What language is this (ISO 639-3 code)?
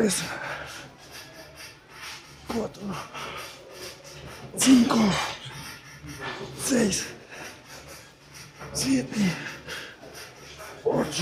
spa